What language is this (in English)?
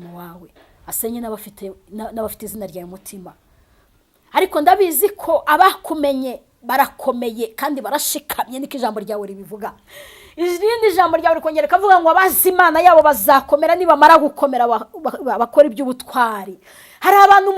Kinyarwanda